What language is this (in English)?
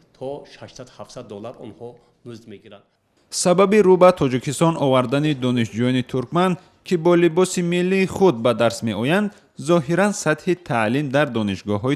Tajik